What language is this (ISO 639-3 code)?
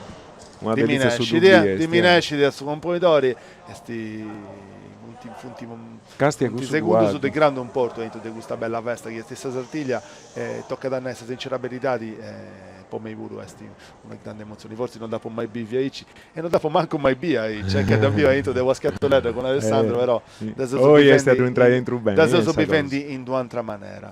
srd